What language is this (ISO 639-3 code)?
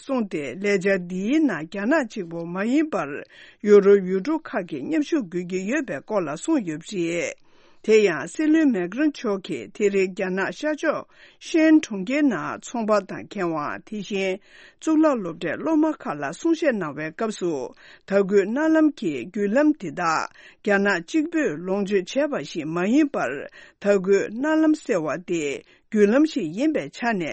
bod